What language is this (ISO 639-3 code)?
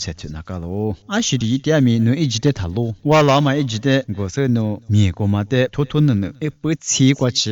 lis